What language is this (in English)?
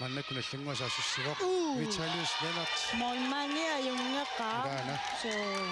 Kalaallisut